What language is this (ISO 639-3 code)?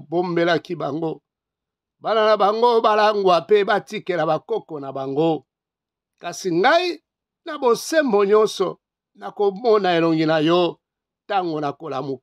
lin